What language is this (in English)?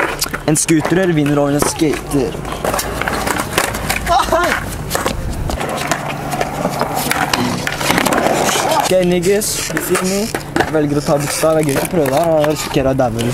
Norwegian